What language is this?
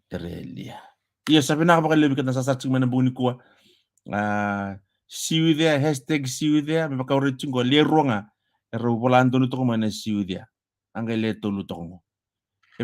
Fijian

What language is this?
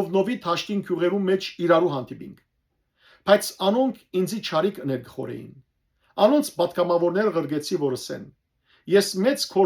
Western Armenian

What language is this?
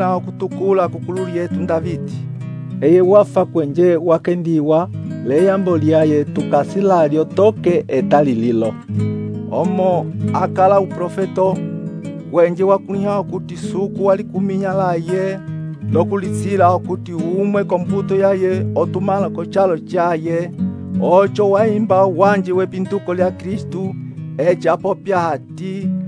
Umbundu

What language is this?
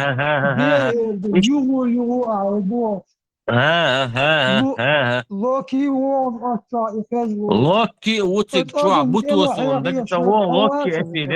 Chechen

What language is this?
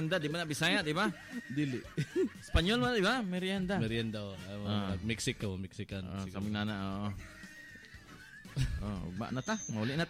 Cebuano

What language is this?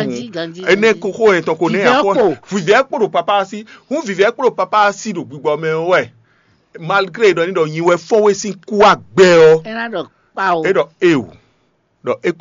Fon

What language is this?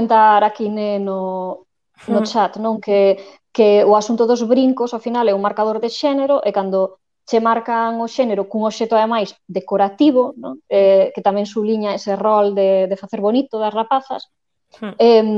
Galician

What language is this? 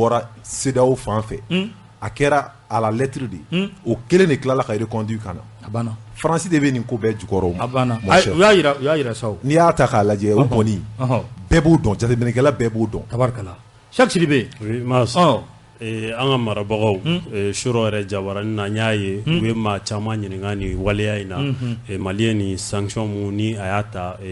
Bambara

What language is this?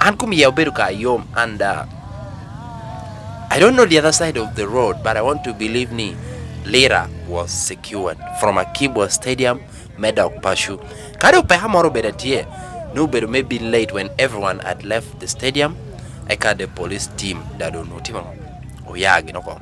Lango (Uganda)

